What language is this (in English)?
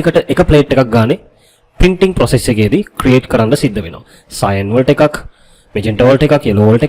Sinhala